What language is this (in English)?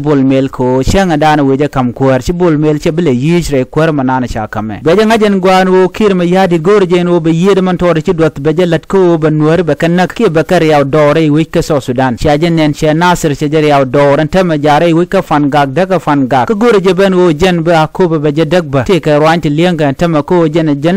Nuer